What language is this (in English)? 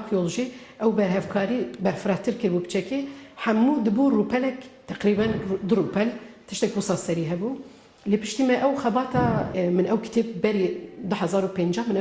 Kurdish